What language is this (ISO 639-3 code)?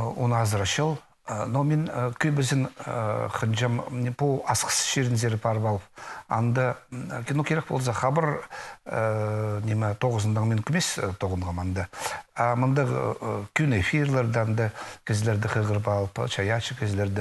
kjh